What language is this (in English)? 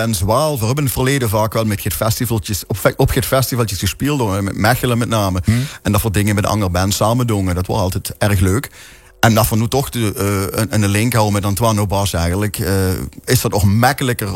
Limburgish